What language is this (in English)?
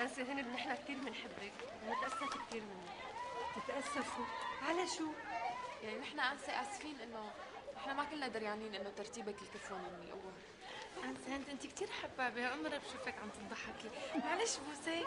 North Levantine Arabic